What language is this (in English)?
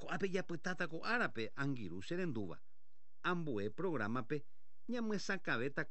Guarani